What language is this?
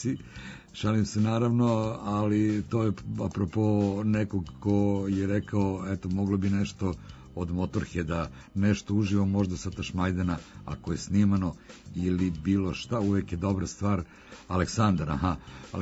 Serbian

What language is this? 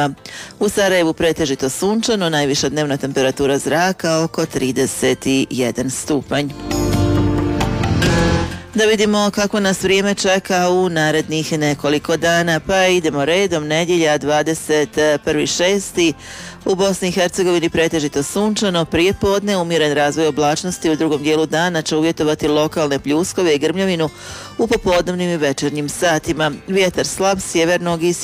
Croatian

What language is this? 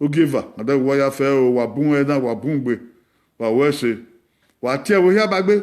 Bini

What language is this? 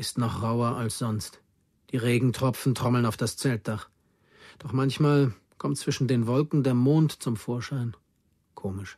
Bavarian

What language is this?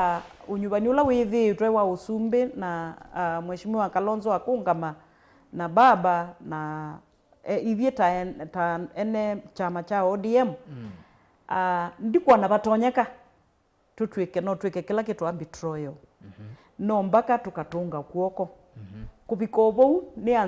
Kamba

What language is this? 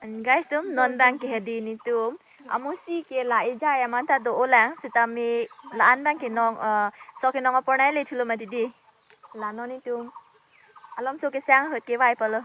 Karbi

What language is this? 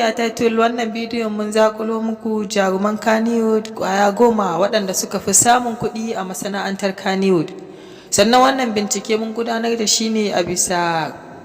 Hausa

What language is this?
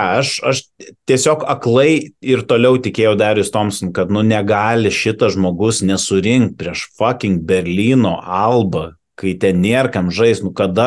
Lithuanian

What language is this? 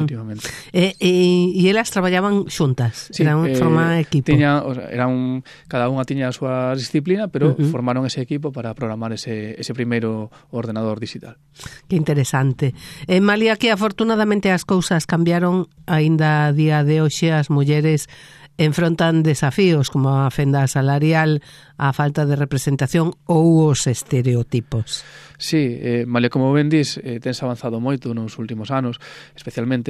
Galician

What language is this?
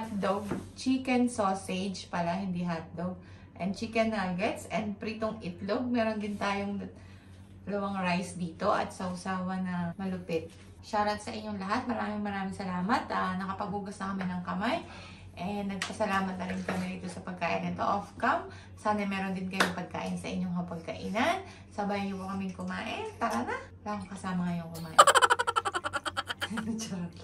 Filipino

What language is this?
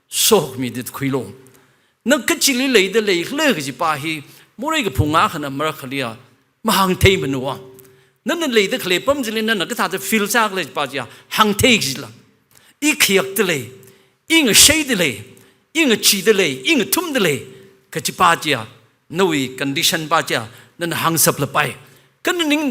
Tangkhul Naga (India)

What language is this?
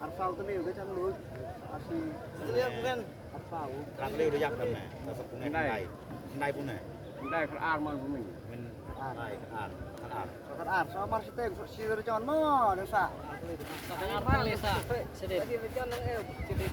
Khasi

